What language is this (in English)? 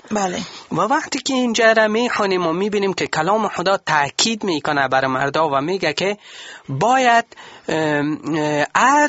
Persian